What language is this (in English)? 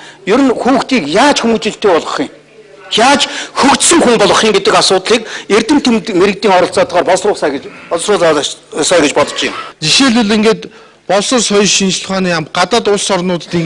Mongolian